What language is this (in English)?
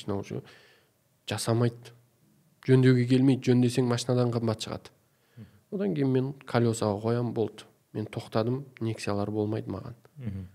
Kazakh